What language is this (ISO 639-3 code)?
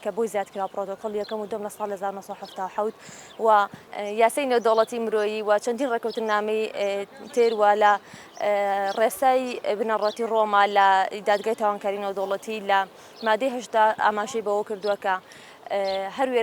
ckb